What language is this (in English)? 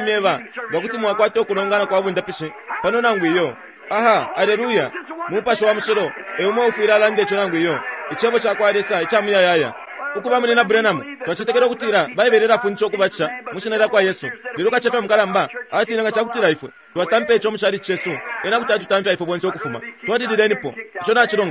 Bemba